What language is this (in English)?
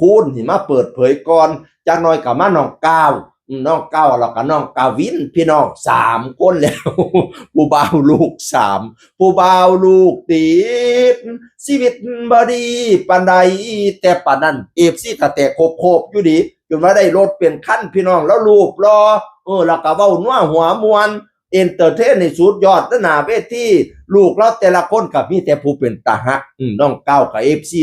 Northeastern Thai